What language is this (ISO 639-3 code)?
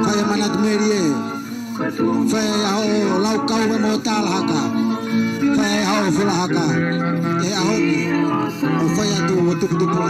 ton